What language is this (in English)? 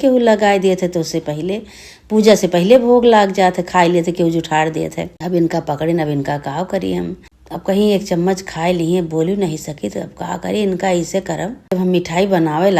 Awadhi